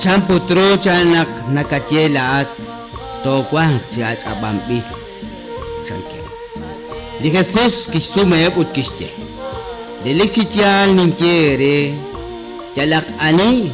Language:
Kekchí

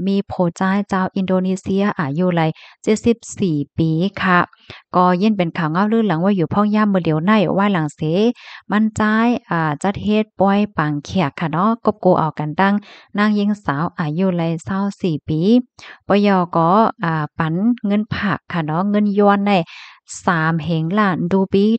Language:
Shan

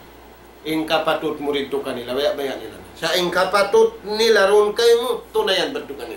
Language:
Tausug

